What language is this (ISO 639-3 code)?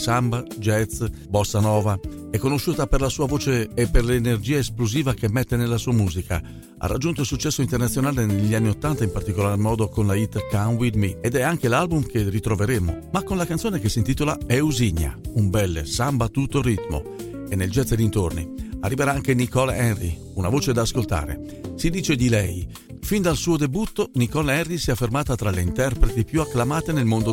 ita